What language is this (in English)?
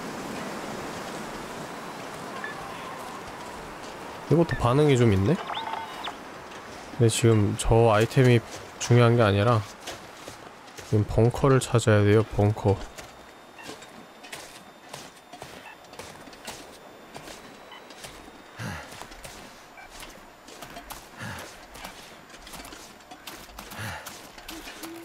Korean